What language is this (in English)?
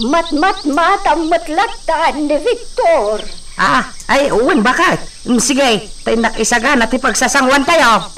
Iloko